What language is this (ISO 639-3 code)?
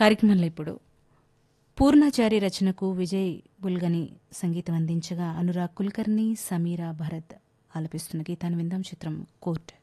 tel